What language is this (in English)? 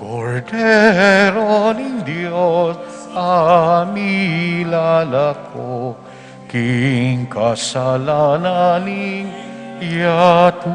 Pampanga